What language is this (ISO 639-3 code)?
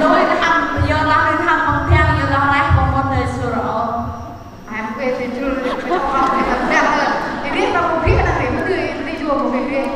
cmo